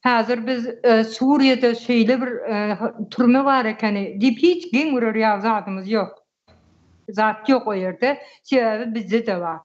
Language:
Turkmen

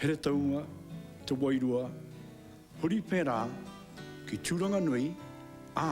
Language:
Māori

